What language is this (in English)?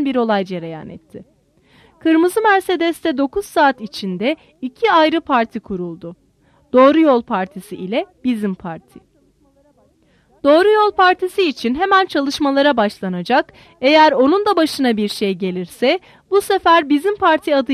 Turkish